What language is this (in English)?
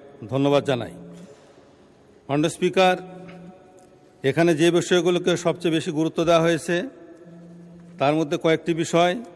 Bangla